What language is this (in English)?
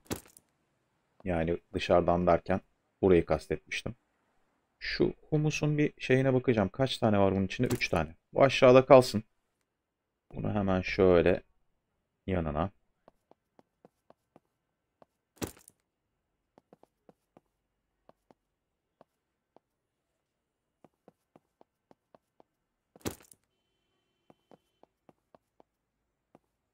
Turkish